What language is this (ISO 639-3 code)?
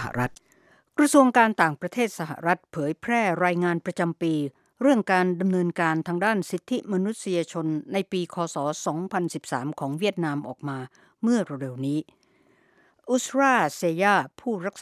tha